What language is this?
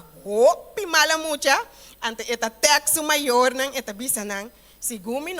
Papiamento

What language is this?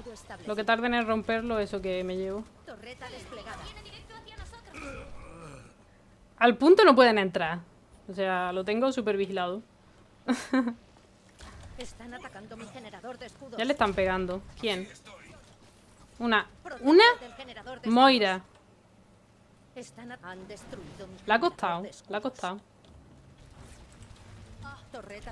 Spanish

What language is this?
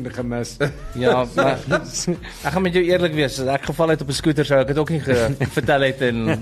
Afrikaans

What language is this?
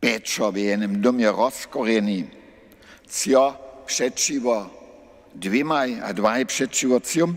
Upper Sorbian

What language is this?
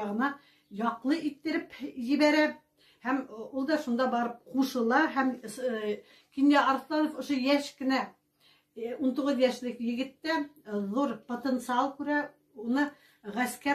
Bashkir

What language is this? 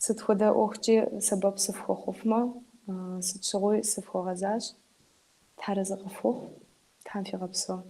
Kabardian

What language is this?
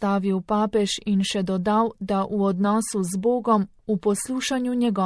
Slovenian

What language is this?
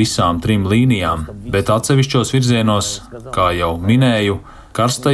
Latvian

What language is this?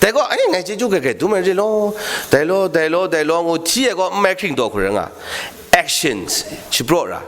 Kachin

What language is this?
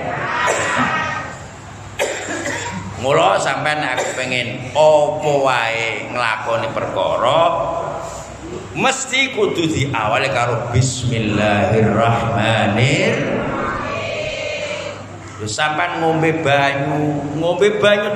Javanese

